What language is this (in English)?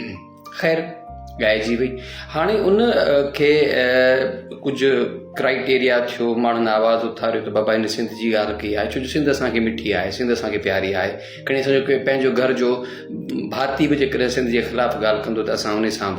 Sindhi